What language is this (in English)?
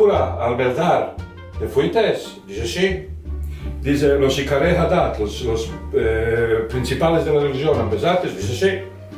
Ladino